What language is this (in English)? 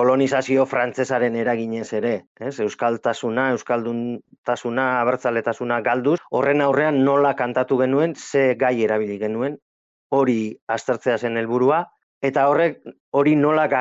Basque